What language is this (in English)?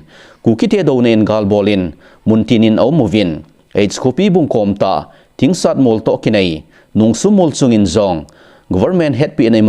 Thado Chin